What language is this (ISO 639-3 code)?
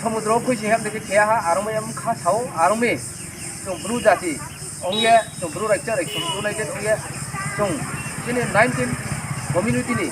ria